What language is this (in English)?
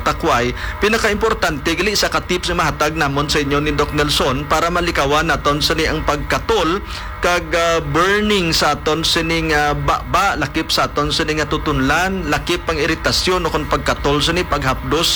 Hiligaynon